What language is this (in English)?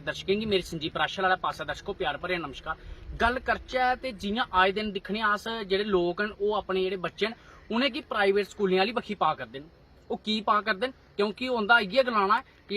Dogri